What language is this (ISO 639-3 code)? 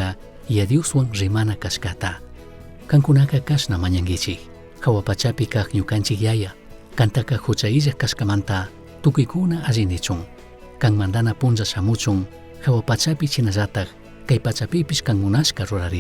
qug